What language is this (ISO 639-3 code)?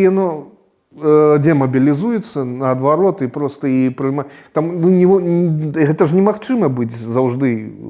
bel